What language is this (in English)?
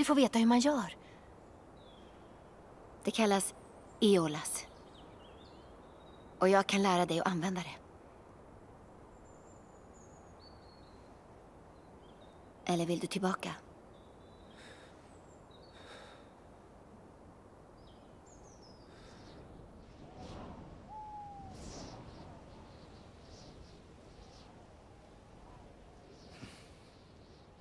Swedish